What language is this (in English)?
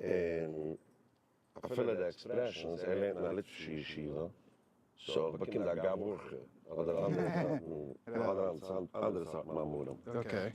Yiddish